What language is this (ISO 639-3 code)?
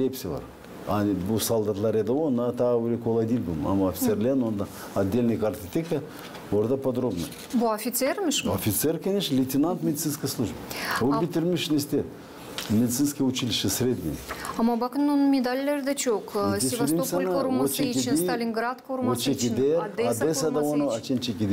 gag